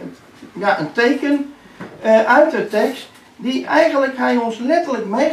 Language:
Dutch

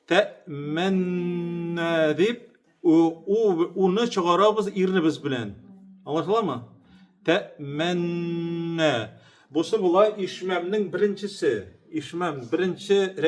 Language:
Tatar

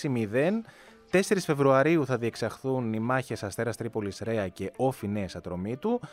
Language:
Greek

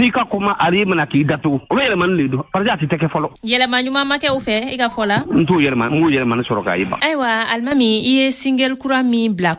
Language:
Bambara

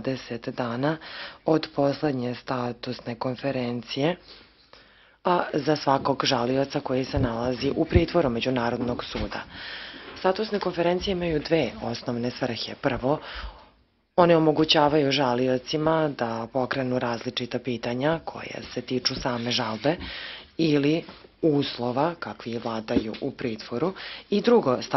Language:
Serbian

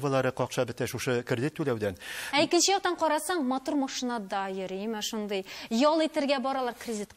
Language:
Tatar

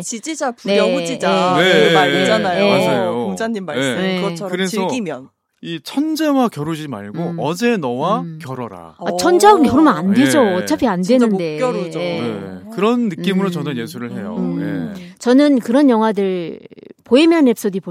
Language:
Korean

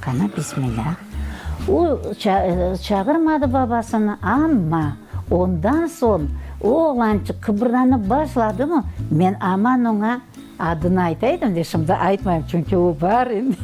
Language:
Crimean Tatar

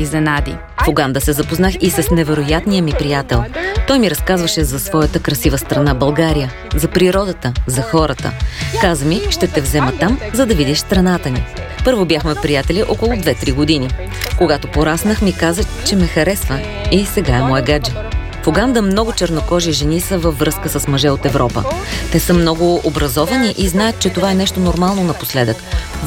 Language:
Bulgarian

